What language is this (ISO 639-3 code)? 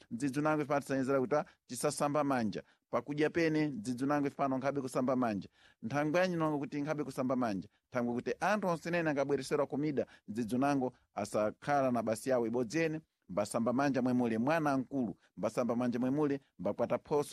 seh